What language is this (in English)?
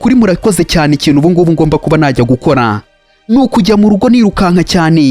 Kinyarwanda